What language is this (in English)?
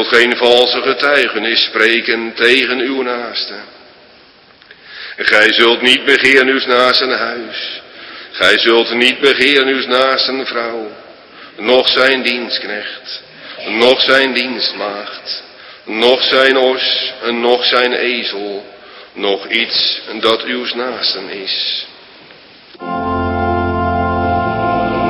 Dutch